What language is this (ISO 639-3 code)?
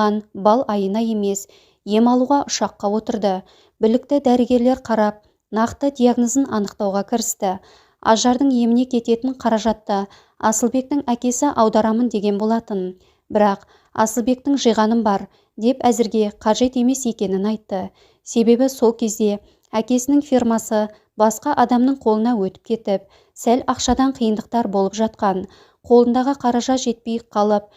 kaz